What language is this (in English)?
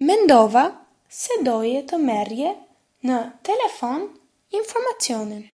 Albanian